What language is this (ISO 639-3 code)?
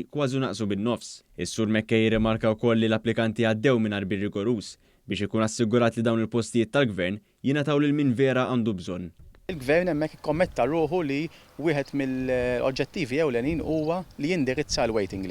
mlt